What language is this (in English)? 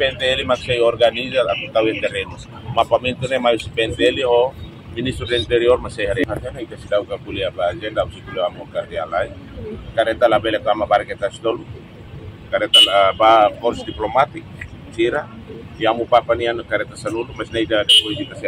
Tetum